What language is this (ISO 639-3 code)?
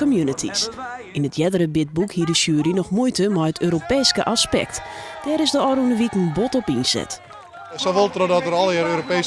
fry